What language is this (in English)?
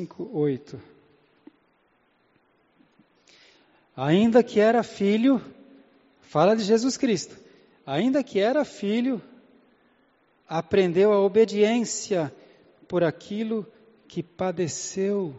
Portuguese